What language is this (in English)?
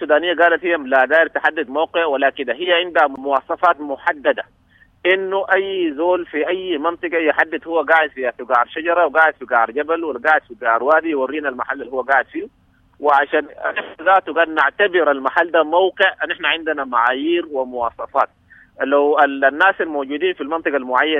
Sudanese Arabic